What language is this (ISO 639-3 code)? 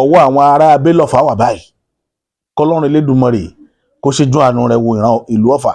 yor